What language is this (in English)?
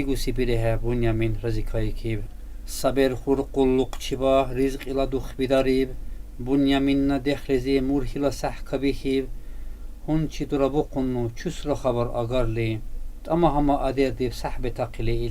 Dargwa